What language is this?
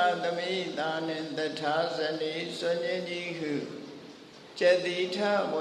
Burmese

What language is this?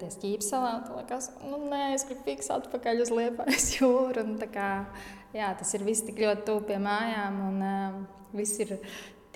Latvian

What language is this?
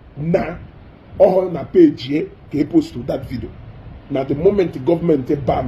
Igbo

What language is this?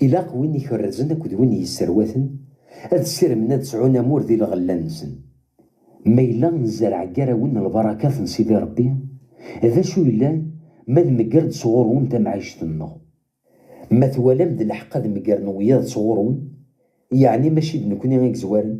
Kabyle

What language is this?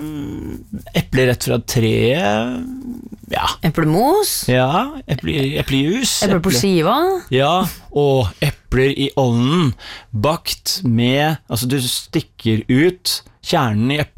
Norwegian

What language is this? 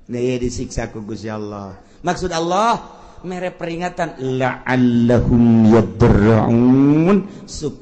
Sundanese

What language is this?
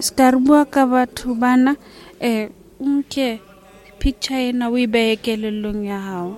Southern Sotho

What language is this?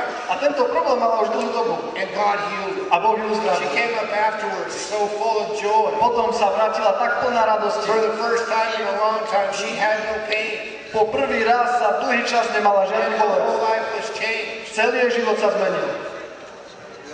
Slovak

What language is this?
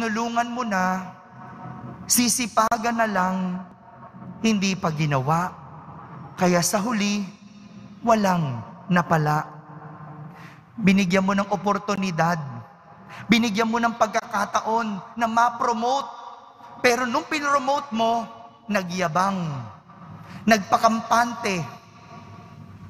Filipino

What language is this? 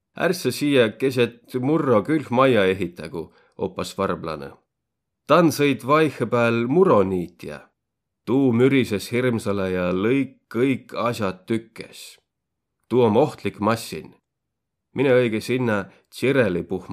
Võro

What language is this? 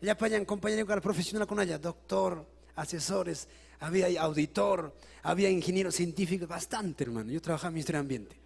Ayacucho Quechua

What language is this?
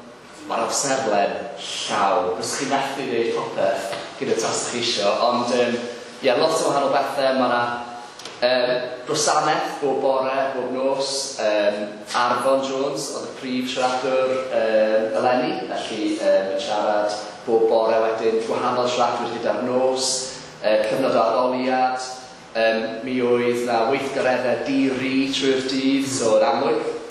Welsh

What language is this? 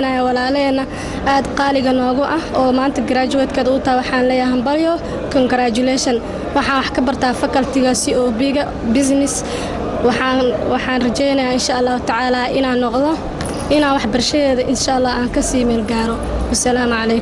Somali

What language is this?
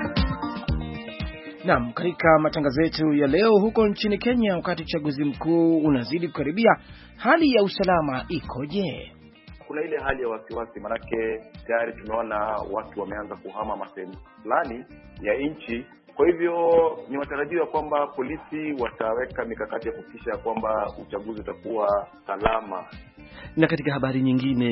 Swahili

